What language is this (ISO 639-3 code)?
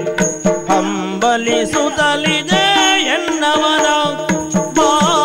kan